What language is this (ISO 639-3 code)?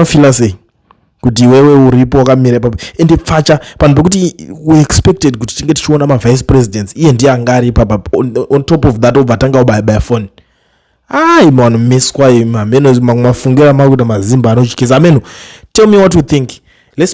sna